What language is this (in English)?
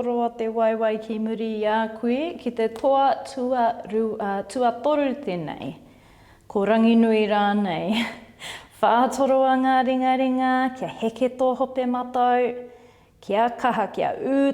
Māori